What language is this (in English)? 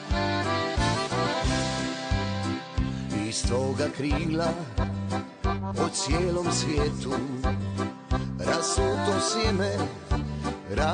Croatian